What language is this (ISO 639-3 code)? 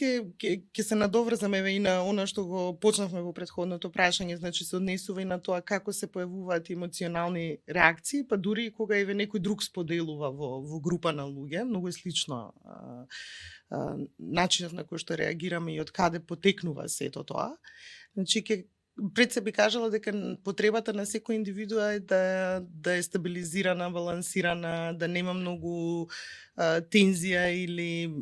mkd